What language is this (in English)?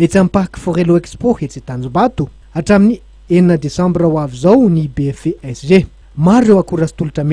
Malagasy